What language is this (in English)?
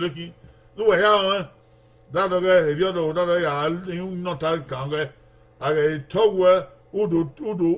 Bini